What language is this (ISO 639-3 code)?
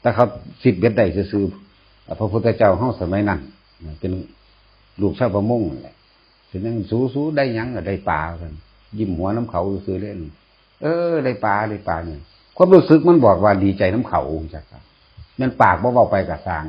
tts